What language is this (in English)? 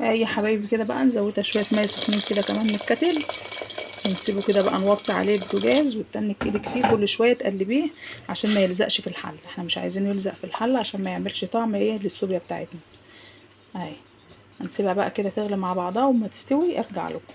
Egyptian Arabic